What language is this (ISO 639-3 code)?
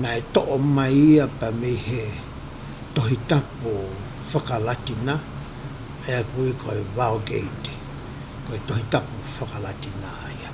ton